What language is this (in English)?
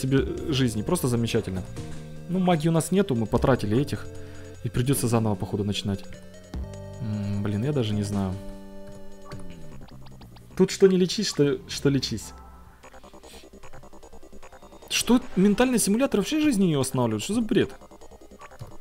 Russian